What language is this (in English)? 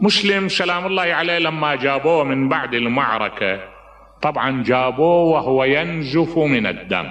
Mesopotamian Arabic